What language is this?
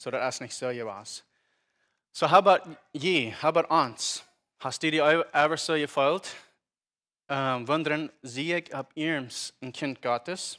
Plautdietsch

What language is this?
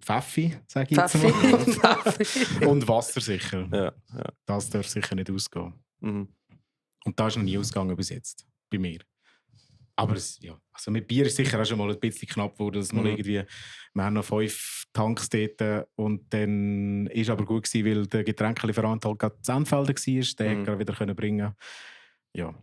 Swiss German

